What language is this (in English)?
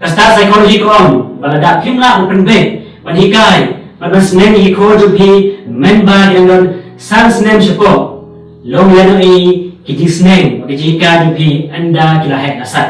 Khasi